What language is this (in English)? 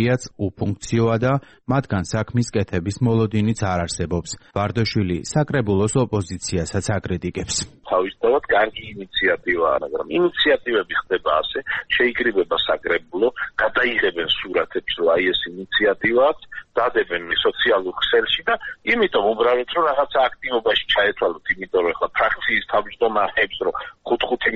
Georgian